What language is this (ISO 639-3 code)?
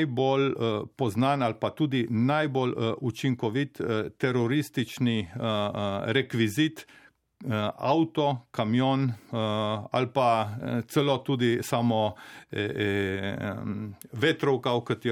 slv